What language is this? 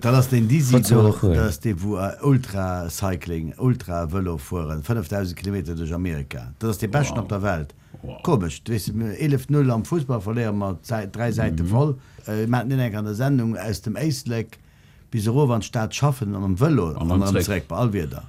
Luxembourgish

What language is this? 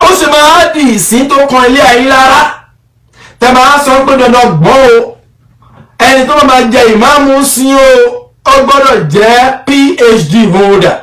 Yoruba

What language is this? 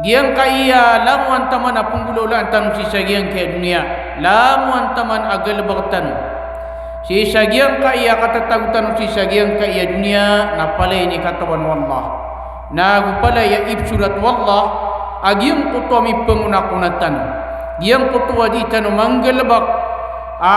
Maranao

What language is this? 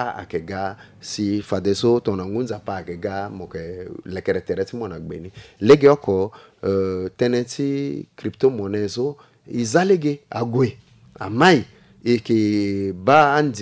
Sango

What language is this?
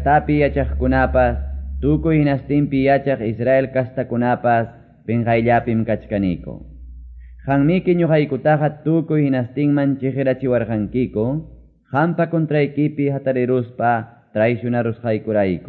Quechua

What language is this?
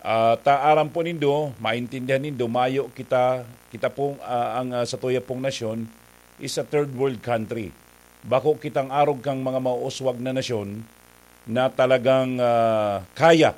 Bikol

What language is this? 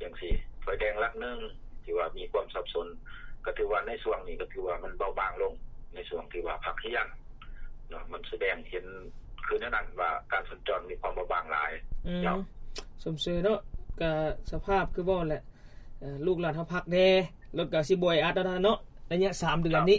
Lao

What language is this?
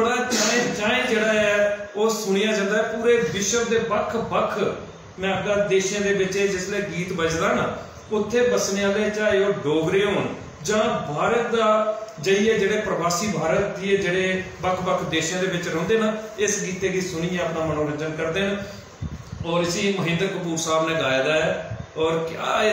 Dogri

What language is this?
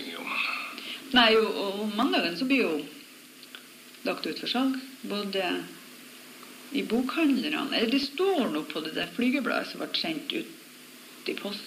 Norwegian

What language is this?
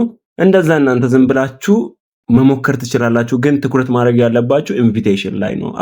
Amharic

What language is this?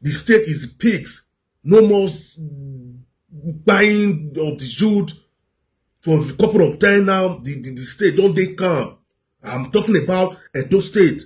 Nigerian Pidgin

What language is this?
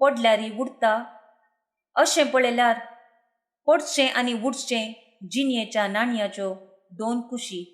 Konkani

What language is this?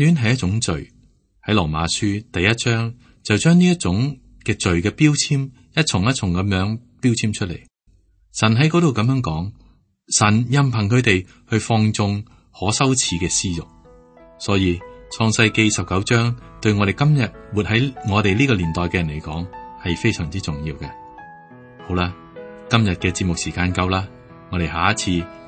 Cantonese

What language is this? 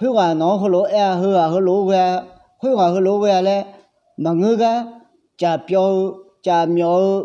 Akha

